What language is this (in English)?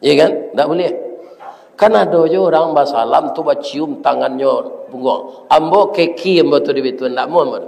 Minangkabau